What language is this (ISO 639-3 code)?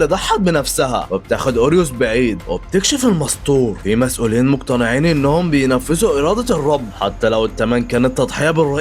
arz